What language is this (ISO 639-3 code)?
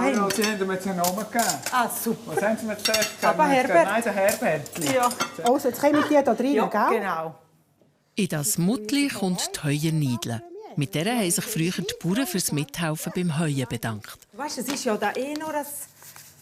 gsw